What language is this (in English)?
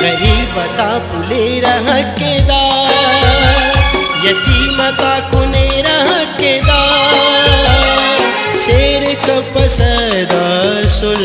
Brahui